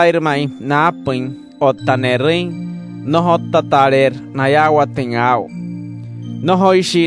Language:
Wayuu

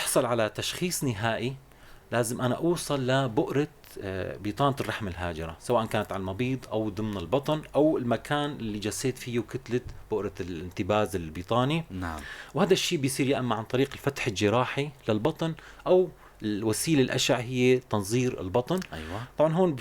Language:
North Levantine Arabic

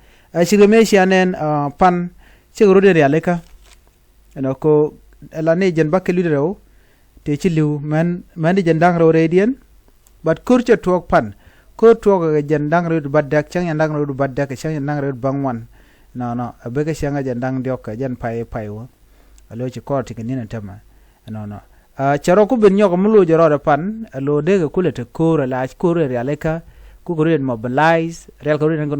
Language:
Nuer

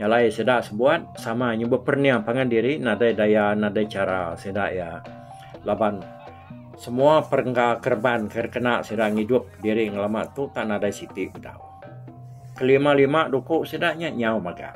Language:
Iban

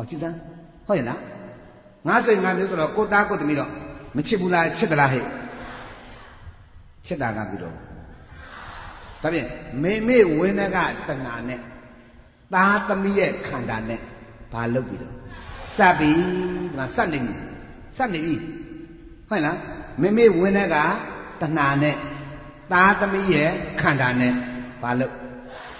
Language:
Burmese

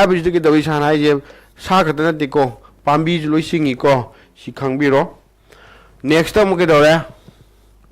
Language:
Manipuri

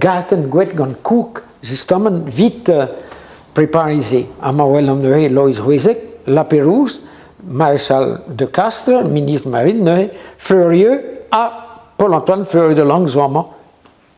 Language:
Breton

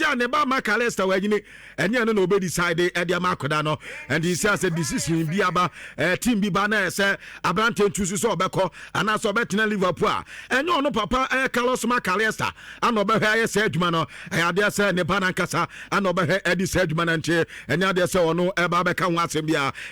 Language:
Akan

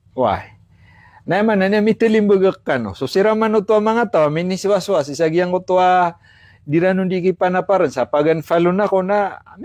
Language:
Maranao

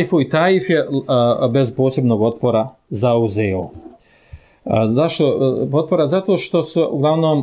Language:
Bosnian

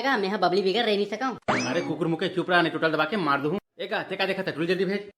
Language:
Chhattisgarhi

